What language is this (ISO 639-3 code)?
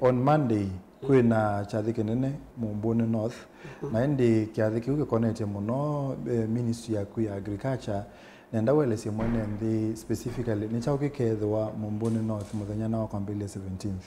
kam